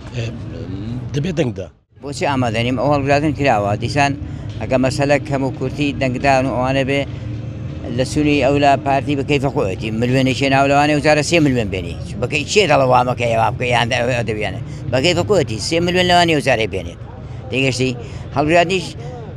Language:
Central Kurdish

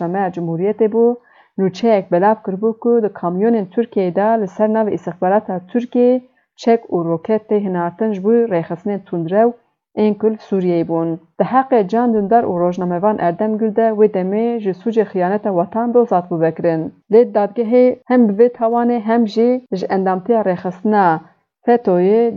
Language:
Kurdish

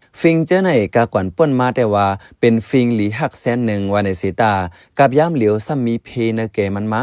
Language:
Shan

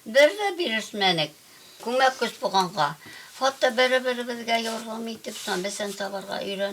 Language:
Bashkir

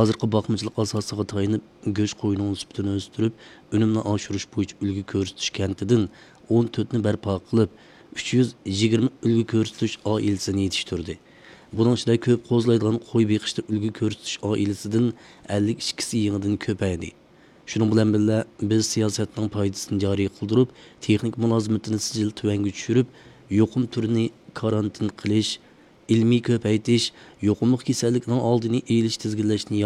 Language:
Uyghur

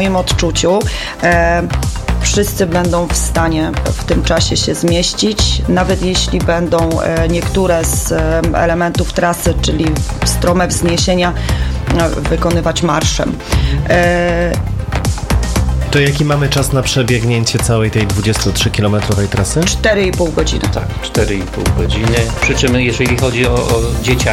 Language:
Polish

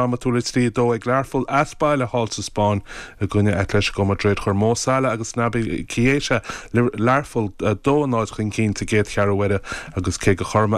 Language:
Irish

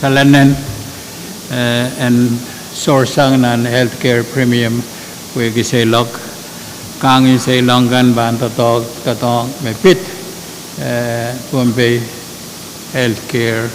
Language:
Pohnpeian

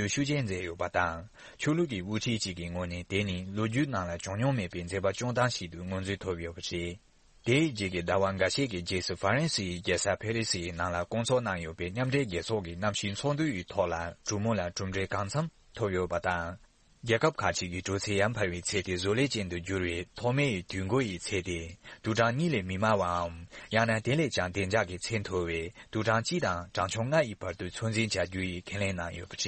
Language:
Tibetan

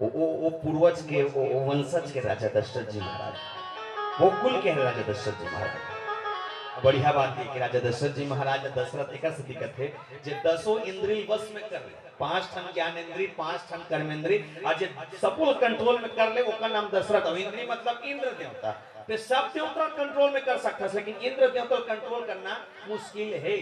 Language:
Chhattisgarhi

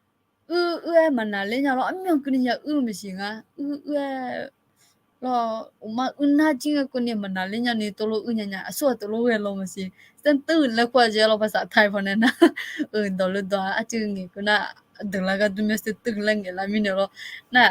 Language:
Akha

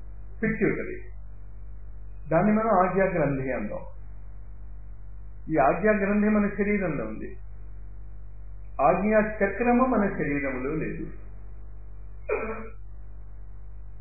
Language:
Telugu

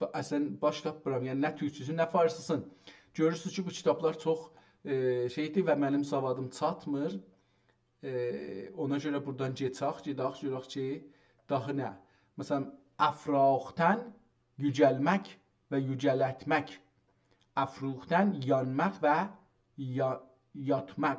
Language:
South Azerbaijani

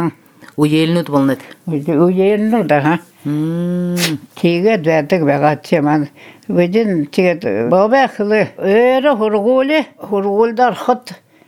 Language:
Buriat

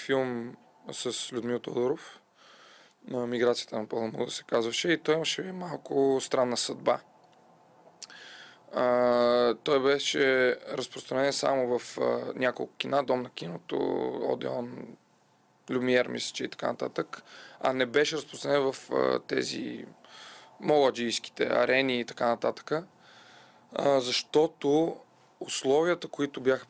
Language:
Bulgarian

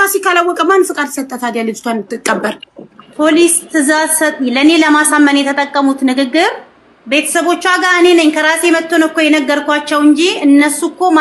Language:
Amharic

